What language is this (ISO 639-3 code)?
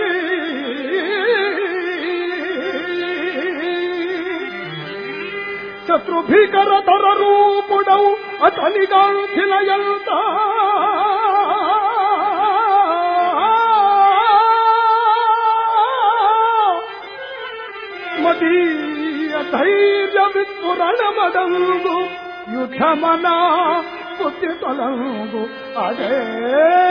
tel